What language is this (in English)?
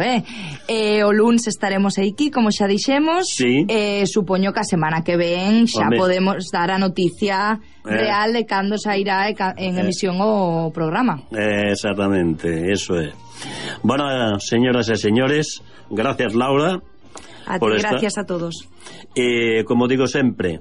Galician